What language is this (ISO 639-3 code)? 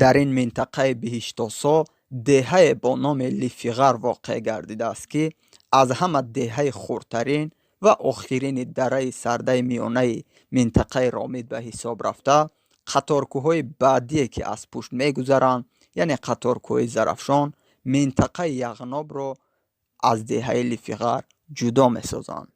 tgk